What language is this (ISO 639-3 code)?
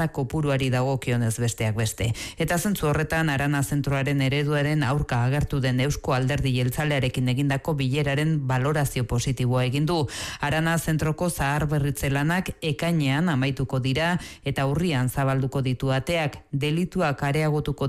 eus